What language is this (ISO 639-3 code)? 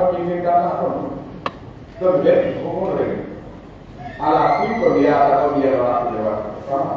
fuf